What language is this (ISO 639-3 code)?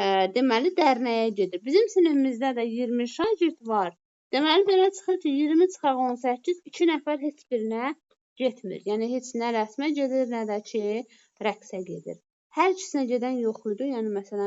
aze